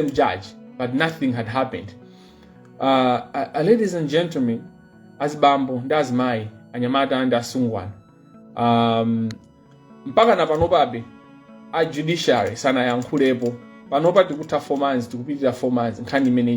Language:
Nyanja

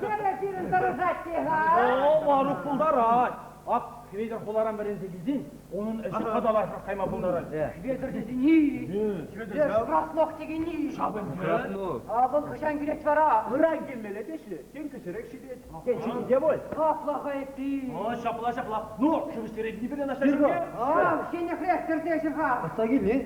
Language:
Chuvash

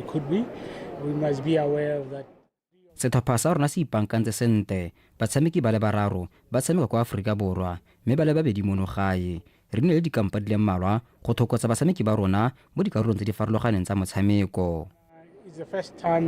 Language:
Tswana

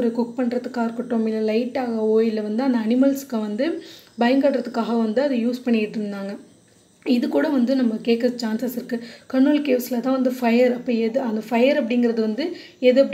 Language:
Tamil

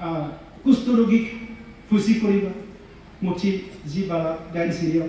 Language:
Bodo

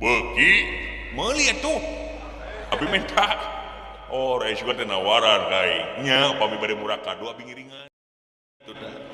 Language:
Sundanese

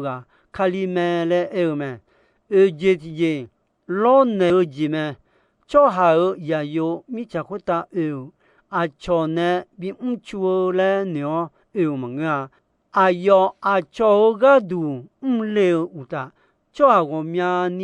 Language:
Akha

